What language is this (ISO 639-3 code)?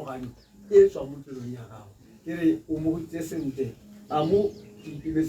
tsn